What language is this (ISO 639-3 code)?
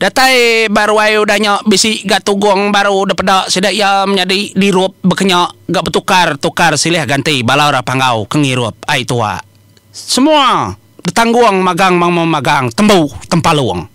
iba